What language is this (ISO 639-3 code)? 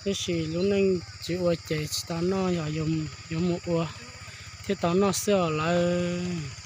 hmn